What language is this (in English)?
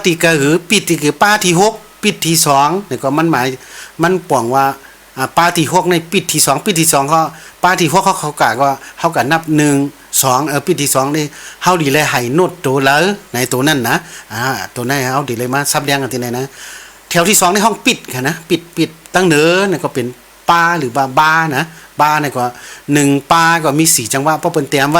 Shan